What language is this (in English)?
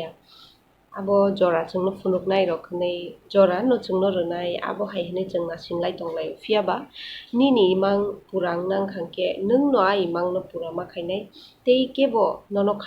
Kok Borok